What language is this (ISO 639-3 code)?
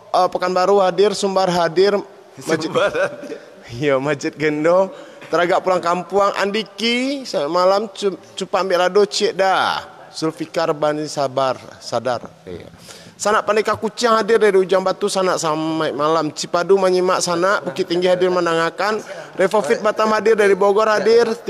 min